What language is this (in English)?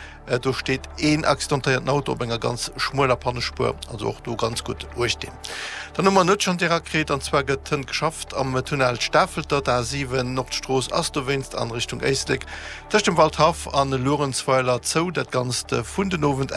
Luxembourgish